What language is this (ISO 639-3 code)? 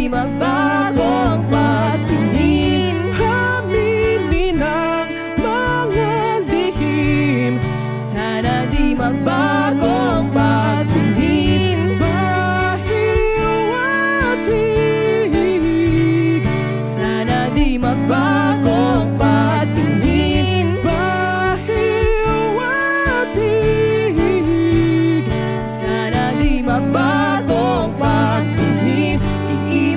fil